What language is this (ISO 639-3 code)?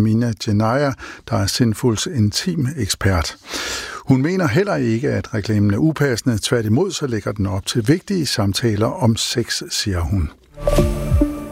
dan